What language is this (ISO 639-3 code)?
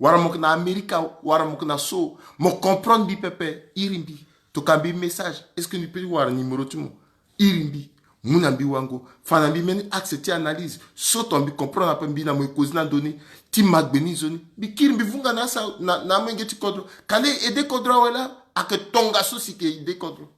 sag